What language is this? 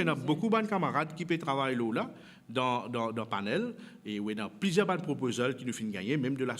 Morisyen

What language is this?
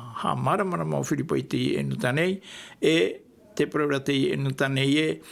Tahitian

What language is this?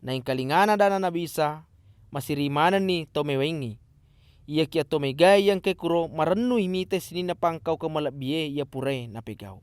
Buginese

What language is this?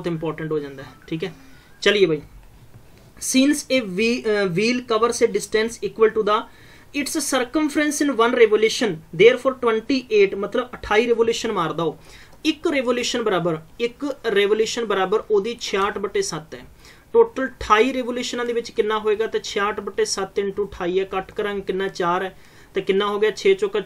Punjabi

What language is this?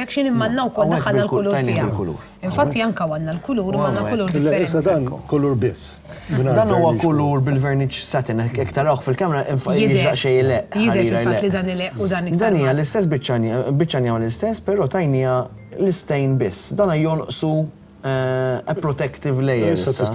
Maltese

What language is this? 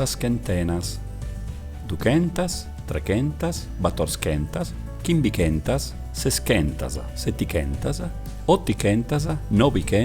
Sardinian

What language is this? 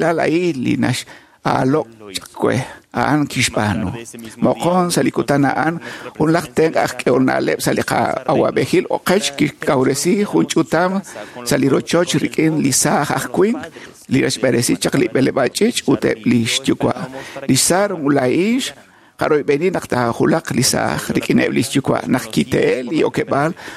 Kekchí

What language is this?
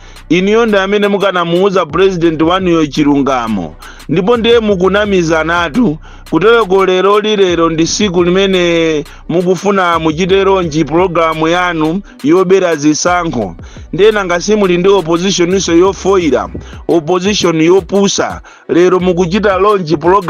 Nyanja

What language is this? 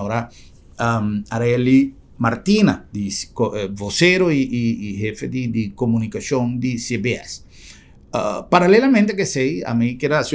Papiamento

